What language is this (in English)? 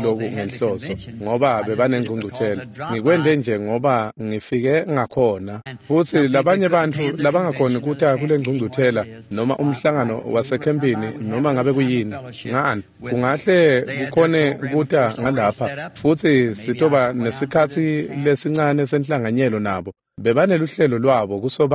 Swati